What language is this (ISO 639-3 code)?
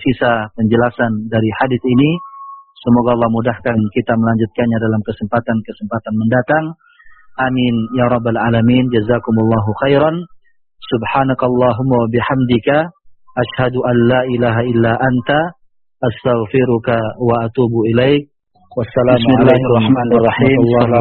ind